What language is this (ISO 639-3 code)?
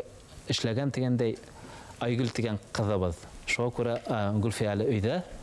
bak